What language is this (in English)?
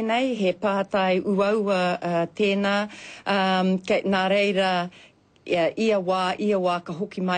Māori